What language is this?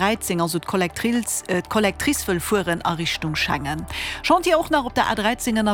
Luxembourgish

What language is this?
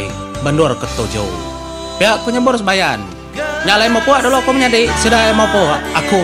Iban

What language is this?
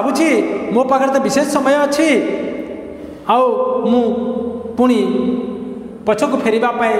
Odia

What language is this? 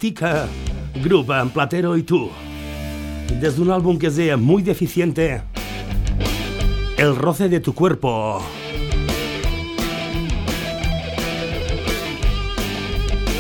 Catalan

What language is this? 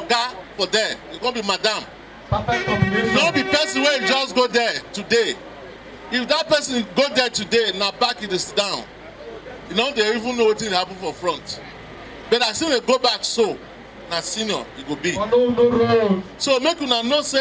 Nigerian Pidgin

